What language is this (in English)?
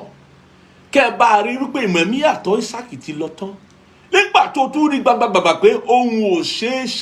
Yoruba